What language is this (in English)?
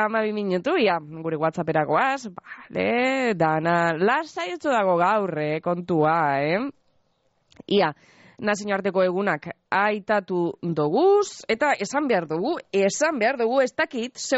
Basque